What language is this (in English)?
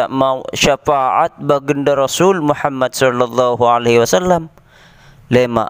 Sasak